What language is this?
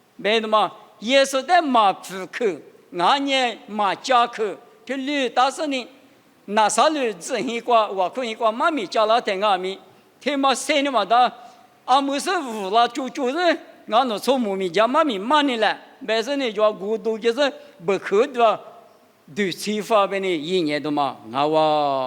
Lisu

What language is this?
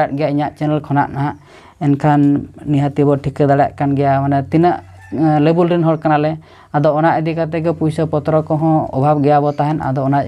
Santali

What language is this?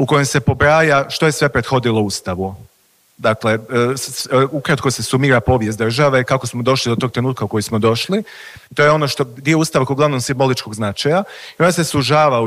Croatian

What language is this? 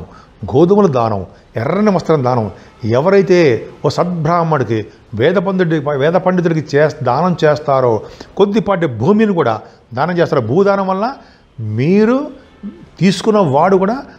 Telugu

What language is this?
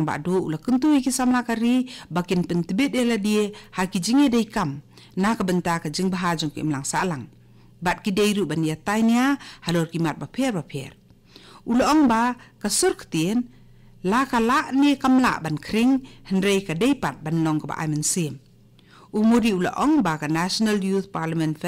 Khasi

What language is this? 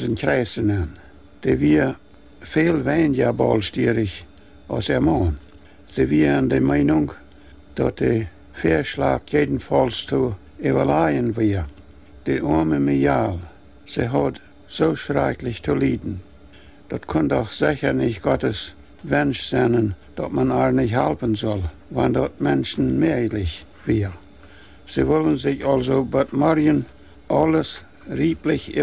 Plautdietsch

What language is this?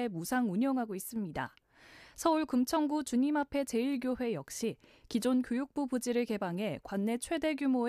Korean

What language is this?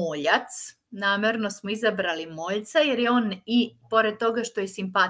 Serbian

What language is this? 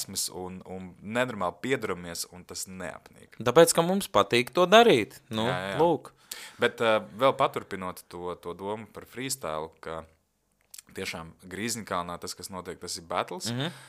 Latvian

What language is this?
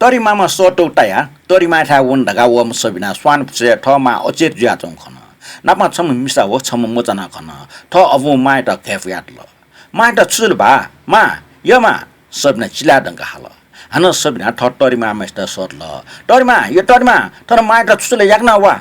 Newari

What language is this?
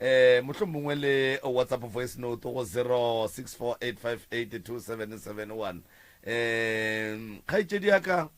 Northern Sotho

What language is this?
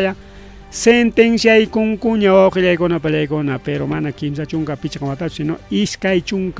Ayacucho Quechua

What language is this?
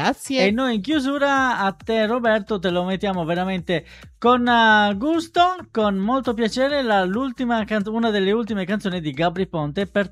Italian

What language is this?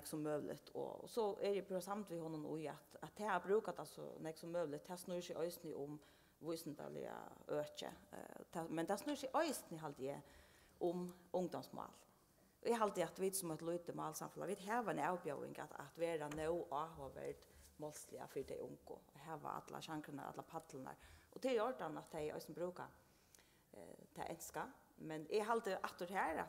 Faroese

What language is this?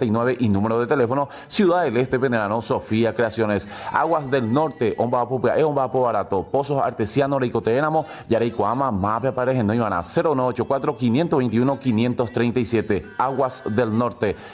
Guarani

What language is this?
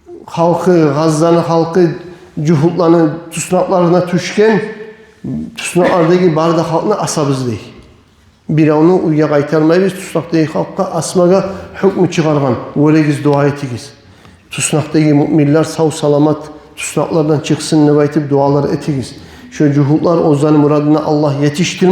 Kumyk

